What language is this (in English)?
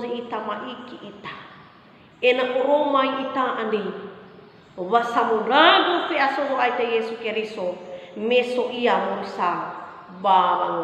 Nias